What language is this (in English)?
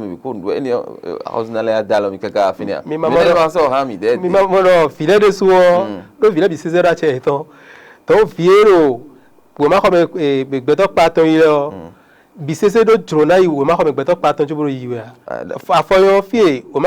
Fon